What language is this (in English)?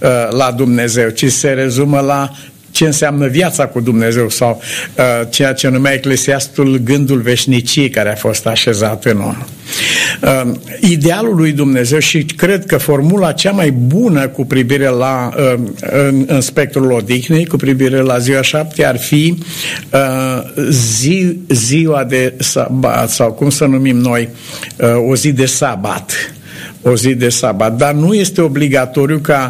Romanian